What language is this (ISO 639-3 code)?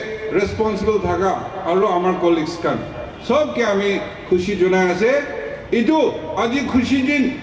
nag